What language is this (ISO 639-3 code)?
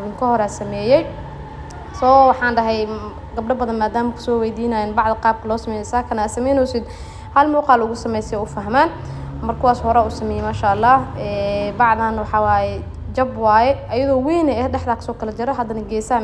som